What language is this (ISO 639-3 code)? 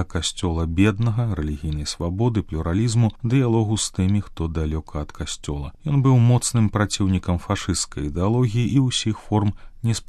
bel